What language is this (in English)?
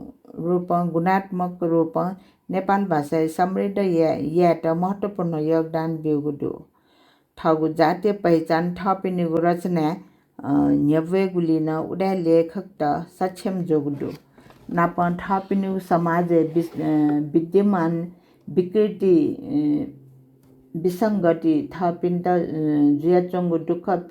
Newari